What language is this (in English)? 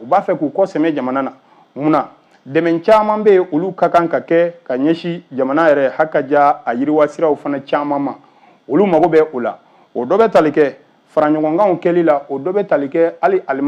Bambara